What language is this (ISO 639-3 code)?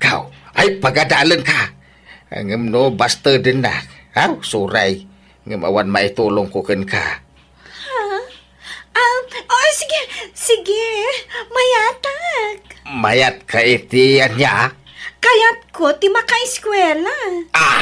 ilo